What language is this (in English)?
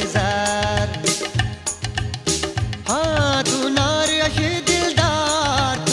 Marathi